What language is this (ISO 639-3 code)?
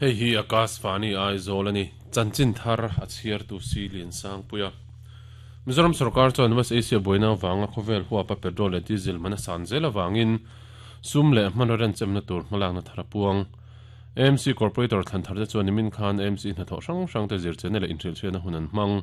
lus